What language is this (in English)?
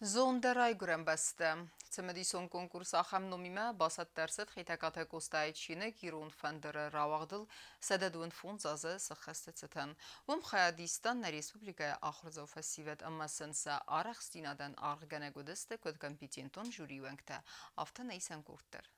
Ossetic